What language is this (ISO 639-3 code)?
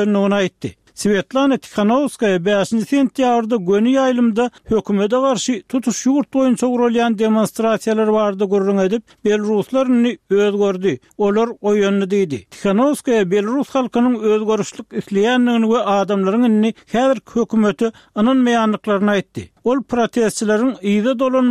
tuk